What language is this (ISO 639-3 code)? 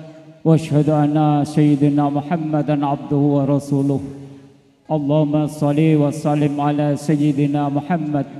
jav